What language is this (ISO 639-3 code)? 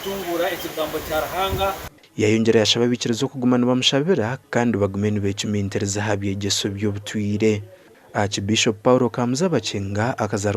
nyn